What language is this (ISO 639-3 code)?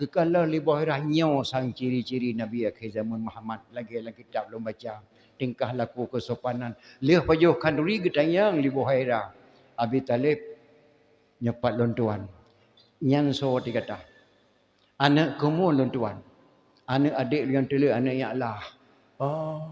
ace